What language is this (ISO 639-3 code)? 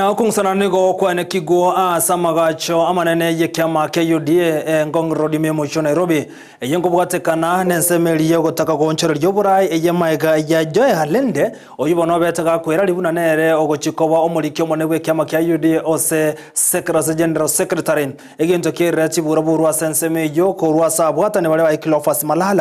guz